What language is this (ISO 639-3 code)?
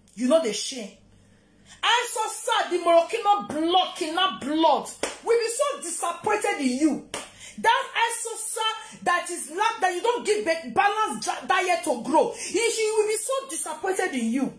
pcm